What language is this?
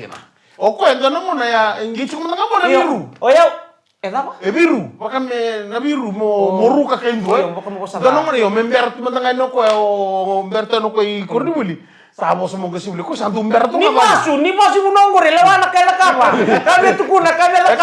Fijian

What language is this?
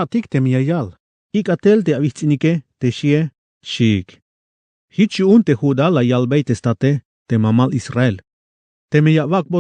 Tzeltal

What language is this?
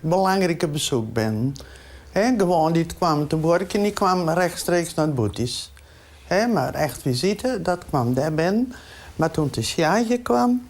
Western Frisian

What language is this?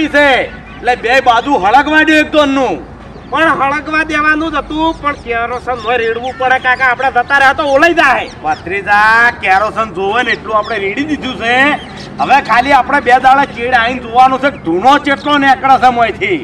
Gujarati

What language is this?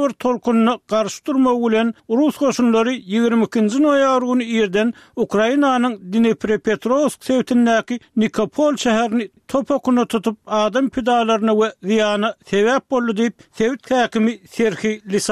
Turkmen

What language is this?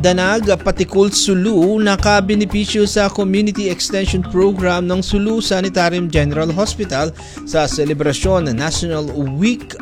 Filipino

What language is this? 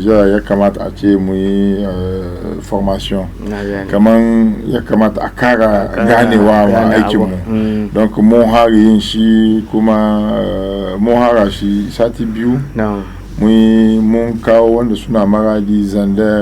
Hausa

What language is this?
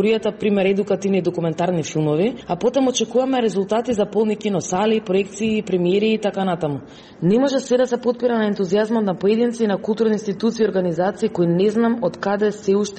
Macedonian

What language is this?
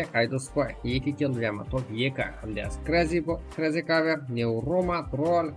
Kara-Kalpak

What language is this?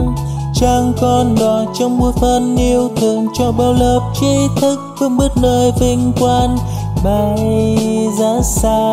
Vietnamese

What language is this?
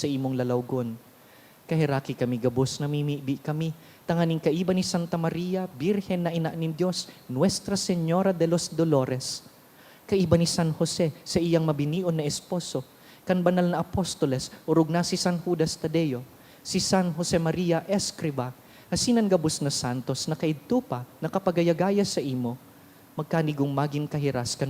Bikol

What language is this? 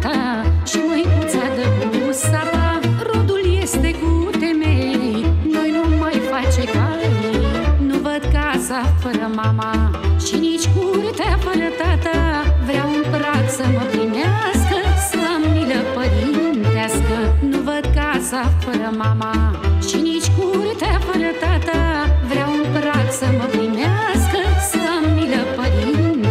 Romanian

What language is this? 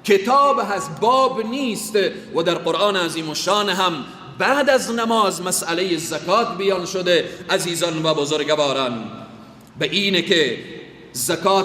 Persian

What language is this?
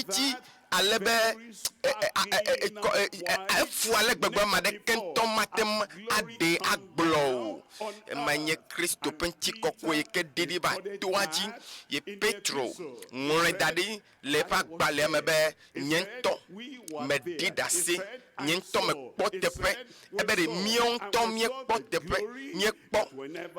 Ewe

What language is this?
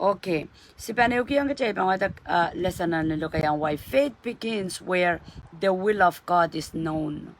Pohnpeian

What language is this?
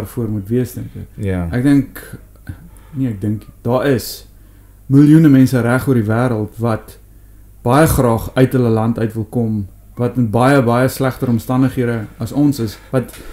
Afrikaans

